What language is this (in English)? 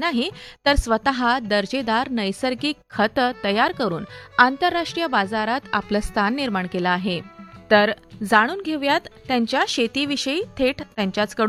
Marathi